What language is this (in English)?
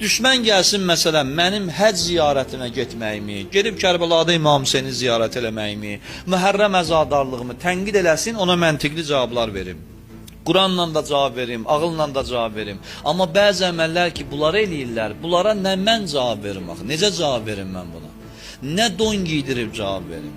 Azerbaijani